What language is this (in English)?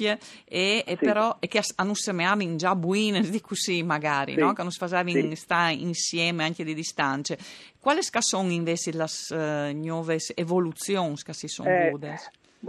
Friulian